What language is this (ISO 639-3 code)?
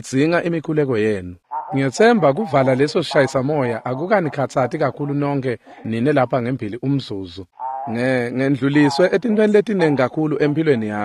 ssw